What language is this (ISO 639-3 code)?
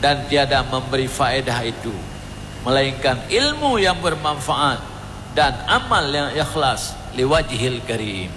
ace